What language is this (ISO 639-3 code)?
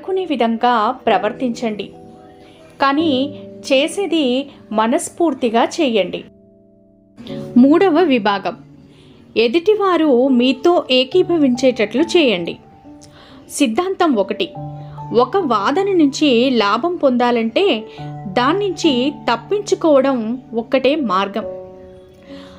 tel